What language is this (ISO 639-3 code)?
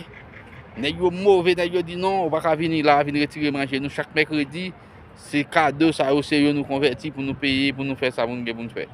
hat